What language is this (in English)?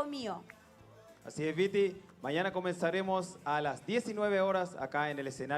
Rapanui